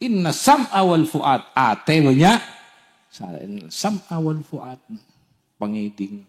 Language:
Madurese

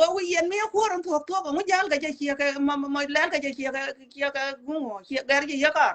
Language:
Nuer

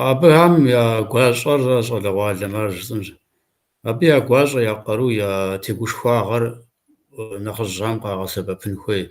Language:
Kabardian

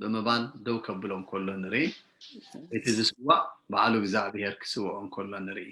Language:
Tigrinya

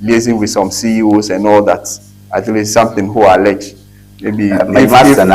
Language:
Ewe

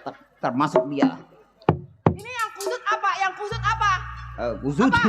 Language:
Betawi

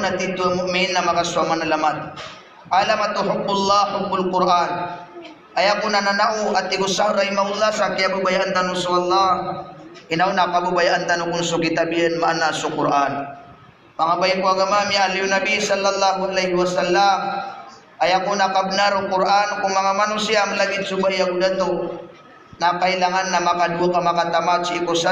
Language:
Maranao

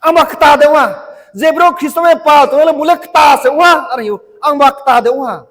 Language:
Riang (India)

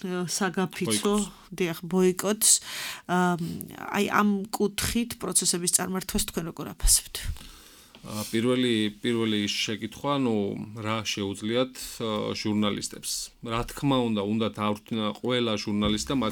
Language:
Georgian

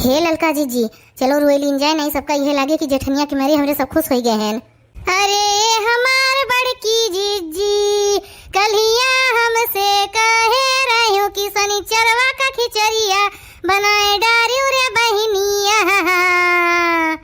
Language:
Awadhi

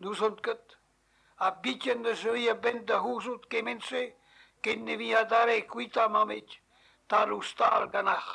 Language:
Breton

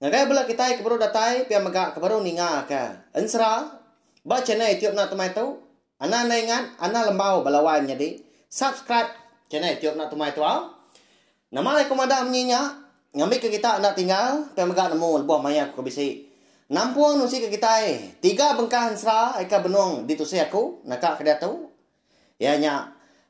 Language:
Iban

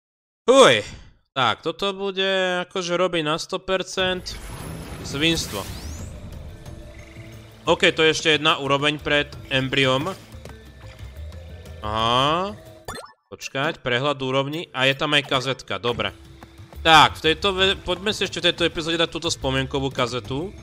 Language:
Slovak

